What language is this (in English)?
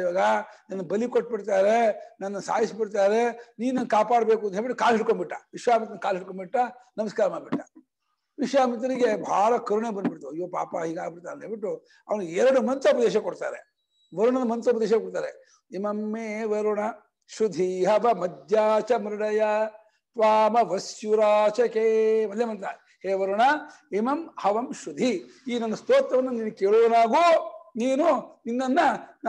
Kannada